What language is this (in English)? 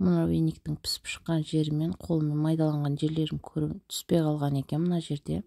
Kazakh